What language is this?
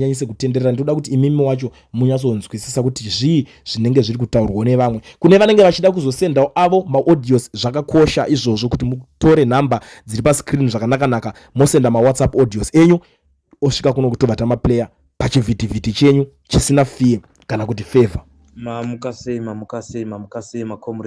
Shona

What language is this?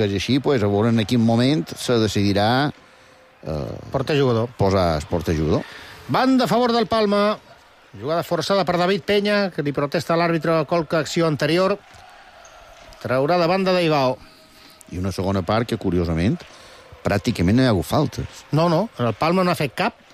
Catalan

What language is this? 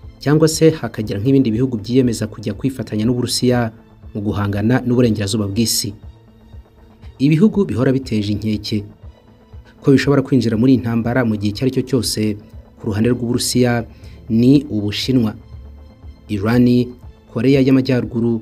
Kinyarwanda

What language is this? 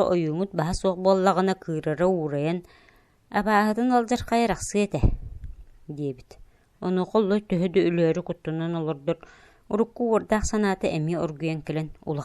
Yakut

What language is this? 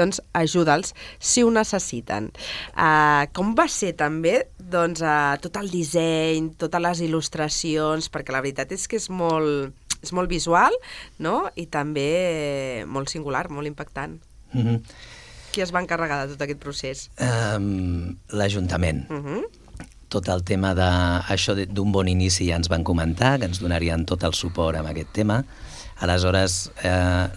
Catalan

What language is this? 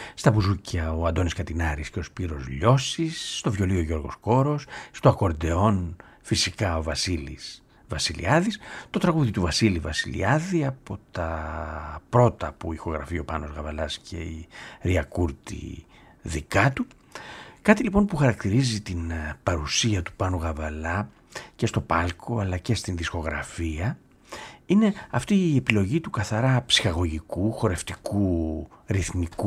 Greek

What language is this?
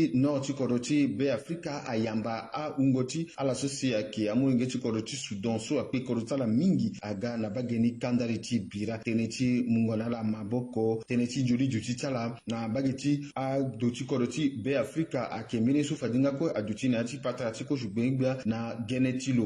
Sango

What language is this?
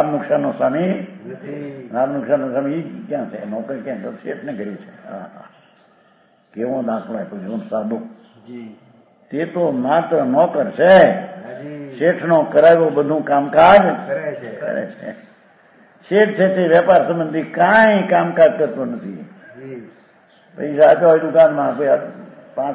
Gujarati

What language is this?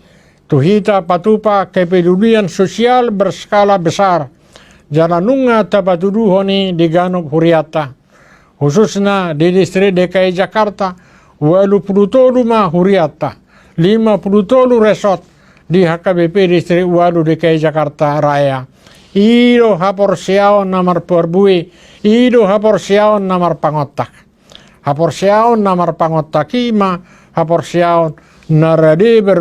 Batak Toba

